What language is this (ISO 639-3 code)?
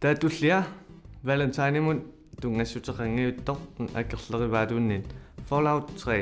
kal